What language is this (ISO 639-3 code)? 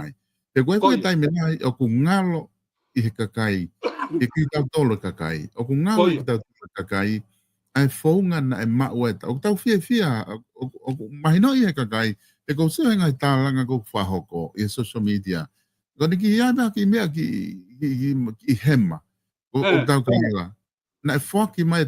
ton